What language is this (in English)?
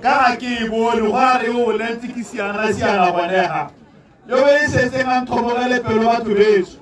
Tswana